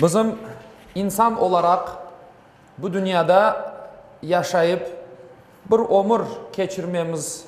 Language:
Crimean Tatar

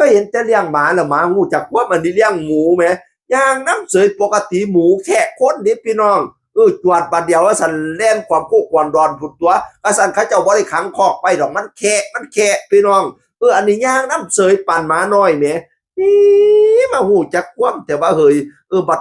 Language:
Northeastern Thai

